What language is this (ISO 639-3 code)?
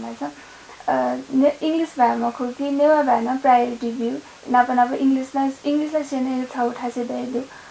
new